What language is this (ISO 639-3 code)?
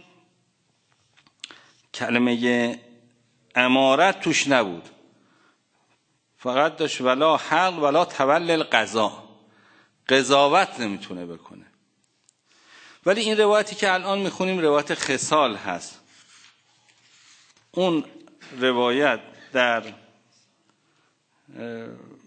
fas